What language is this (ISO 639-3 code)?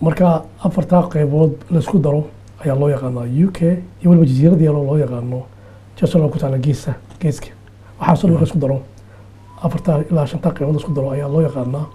som